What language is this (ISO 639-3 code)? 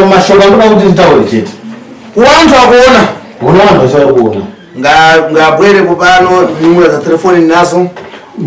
sna